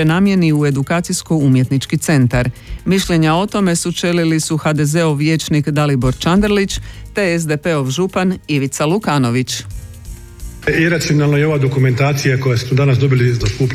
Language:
Croatian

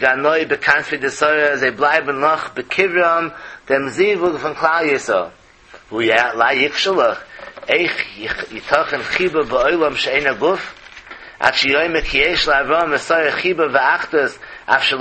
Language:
Yiddish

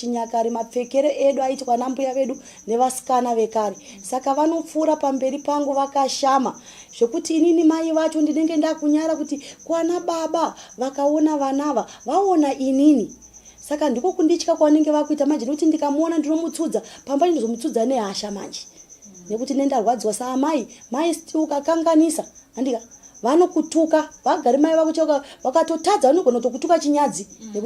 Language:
Shona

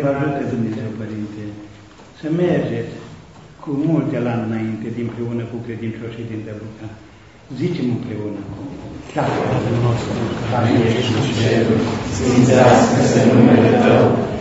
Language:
Romanian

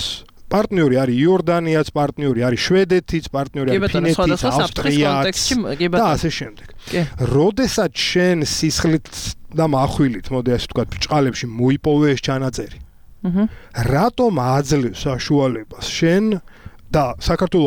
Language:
Georgian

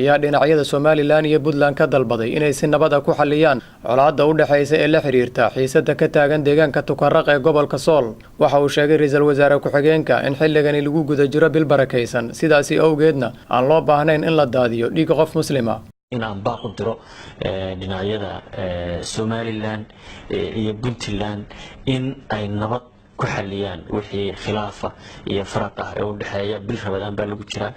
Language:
Somali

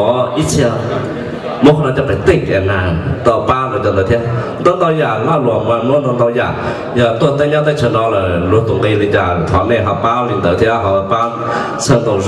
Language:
Hmong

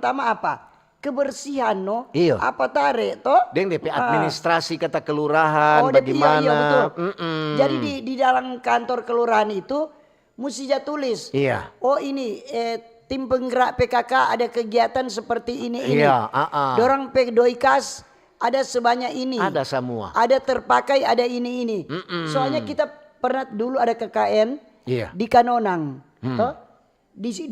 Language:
Manado Malay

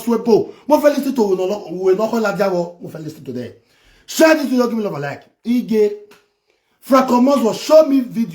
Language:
Nigerian Pidgin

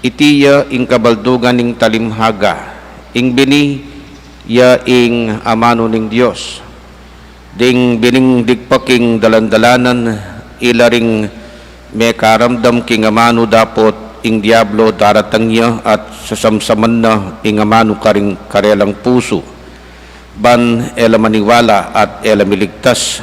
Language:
Pampanga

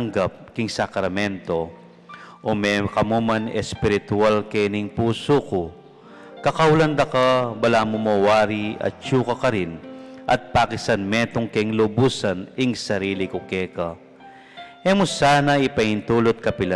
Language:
Pampanga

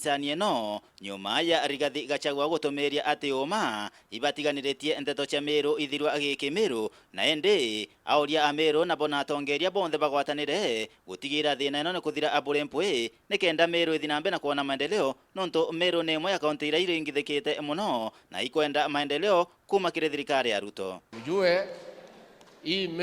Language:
Meru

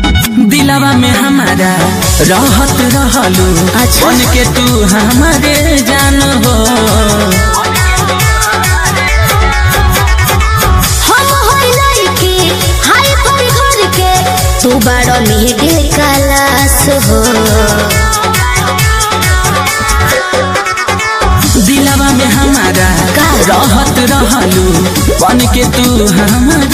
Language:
Bhojpuri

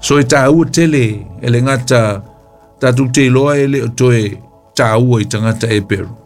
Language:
Samoan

